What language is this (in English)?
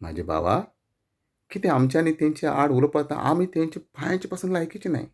Konkani